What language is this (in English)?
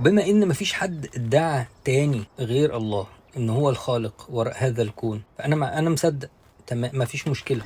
Egyptian Arabic